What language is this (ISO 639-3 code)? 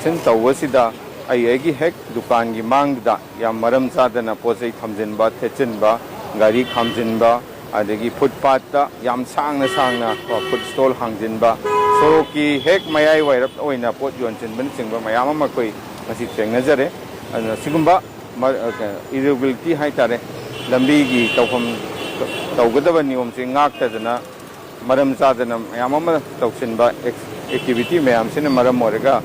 mni